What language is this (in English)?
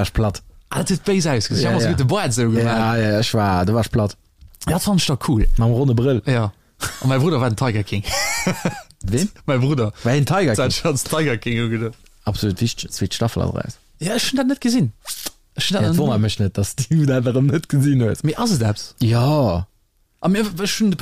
Luxembourgish